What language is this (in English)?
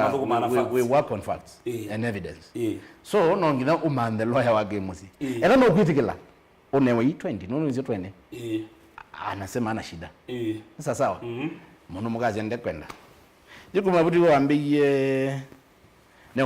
Kamba